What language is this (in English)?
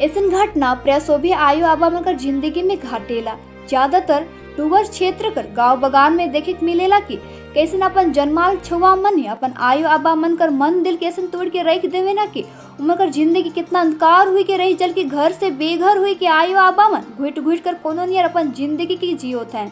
Sadri